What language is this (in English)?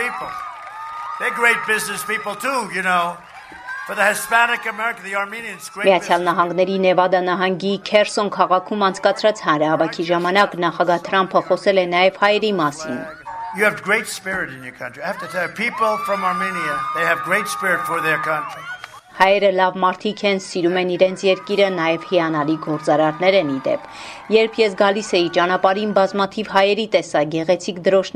Armenian